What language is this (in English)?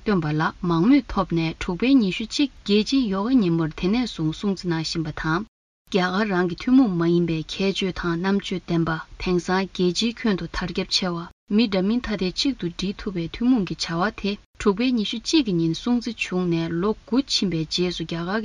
Tibetan